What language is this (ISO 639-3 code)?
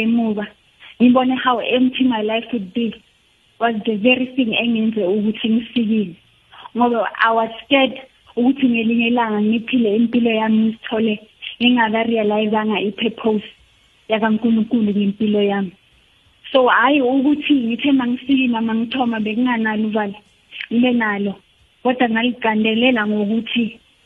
nbl